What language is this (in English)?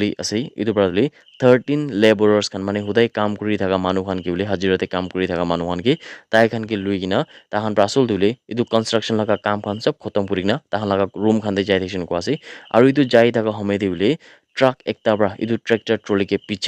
Naga Pidgin